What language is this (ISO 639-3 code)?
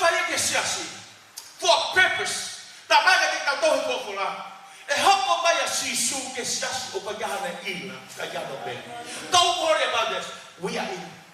ton